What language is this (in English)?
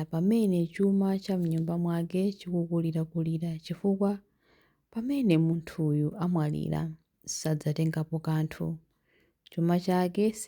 Nyanja